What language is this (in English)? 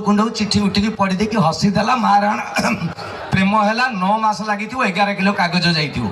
Odia